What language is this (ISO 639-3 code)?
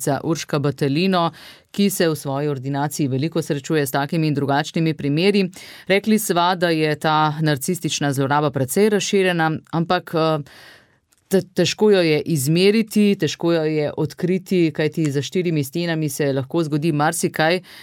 slv